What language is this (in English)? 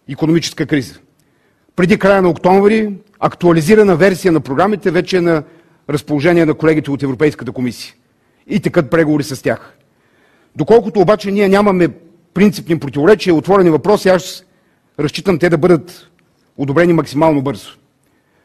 Bulgarian